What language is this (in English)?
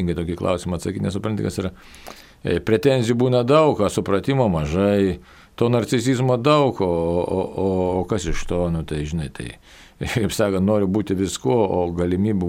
Lithuanian